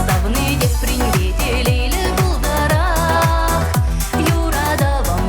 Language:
Chuvash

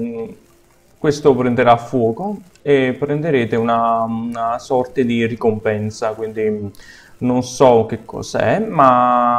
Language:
Italian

